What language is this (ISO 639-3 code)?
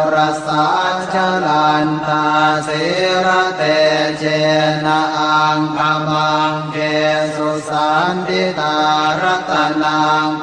pli